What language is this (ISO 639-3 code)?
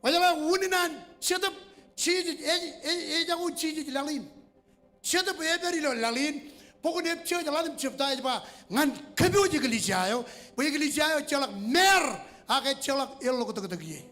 mah